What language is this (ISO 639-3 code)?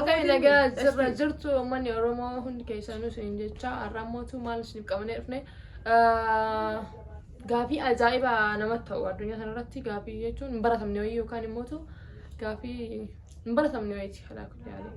orm